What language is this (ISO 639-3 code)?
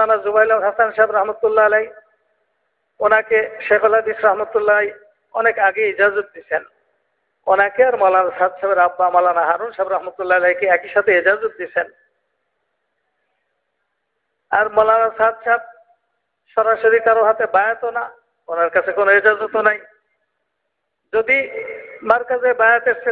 ben